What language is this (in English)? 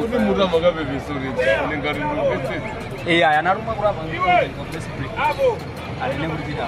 Nyanja